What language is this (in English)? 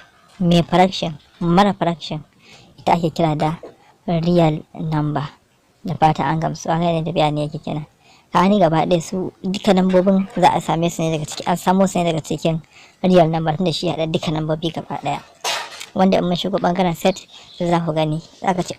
Hausa